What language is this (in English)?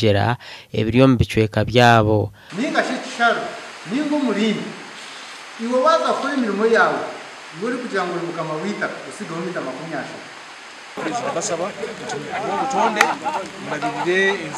Nyankole